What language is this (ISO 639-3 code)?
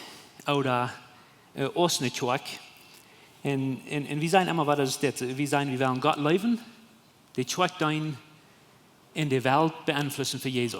pdt